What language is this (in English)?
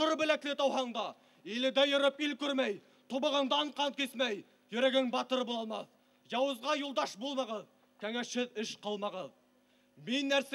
Bashkir